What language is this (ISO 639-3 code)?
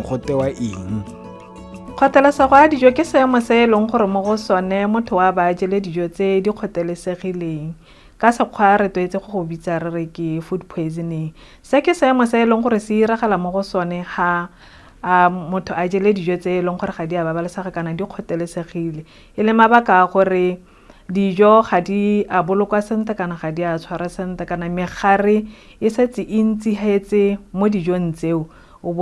tsn